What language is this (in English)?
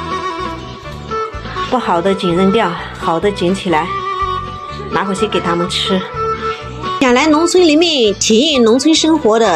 Chinese